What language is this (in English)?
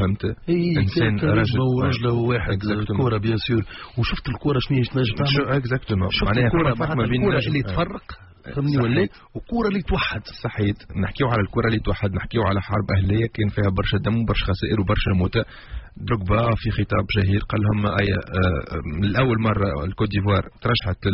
Tunisian Arabic